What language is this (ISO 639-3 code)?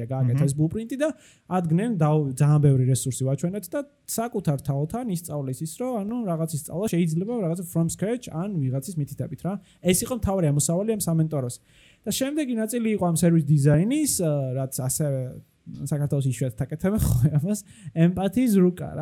kat